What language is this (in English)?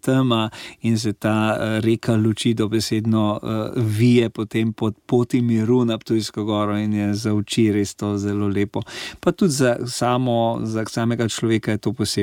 Slovenian